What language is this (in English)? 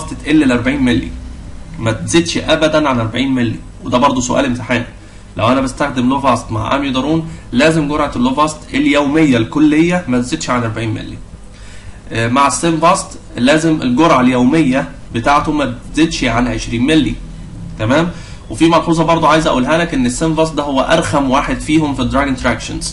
Egyptian Arabic